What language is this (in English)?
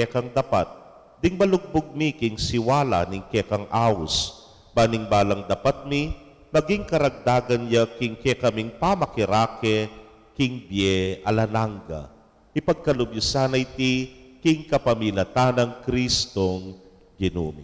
Pampanga